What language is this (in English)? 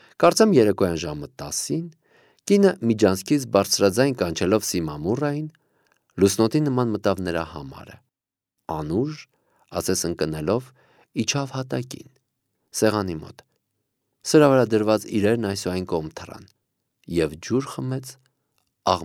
Armenian